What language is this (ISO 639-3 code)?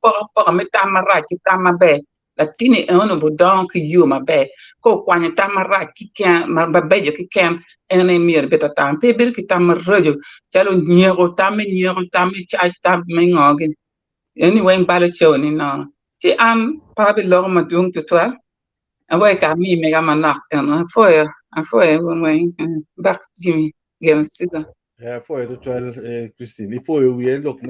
ach